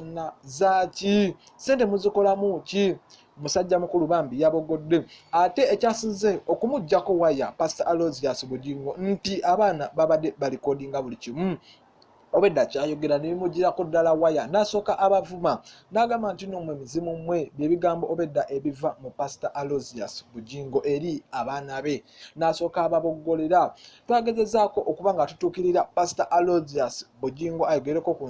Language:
Ganda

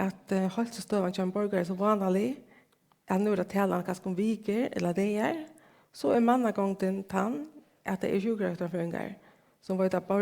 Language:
Faroese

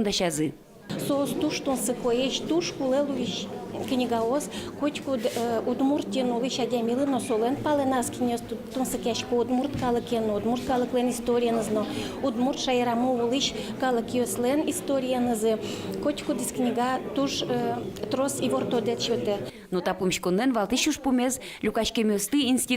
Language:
Udmurt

